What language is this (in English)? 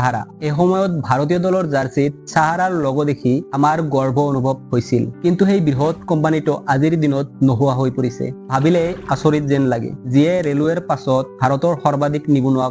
Assamese